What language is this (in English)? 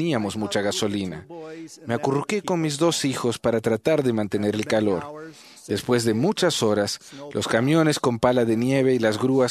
Spanish